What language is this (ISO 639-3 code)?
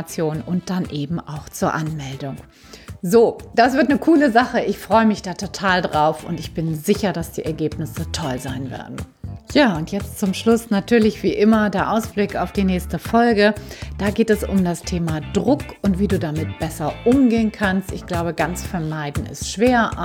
deu